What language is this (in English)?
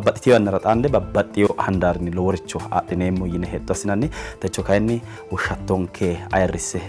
Sidamo